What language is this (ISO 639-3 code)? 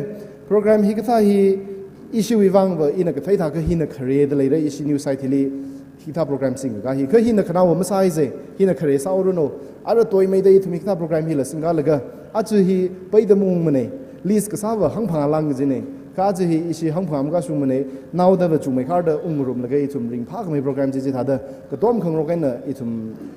nmf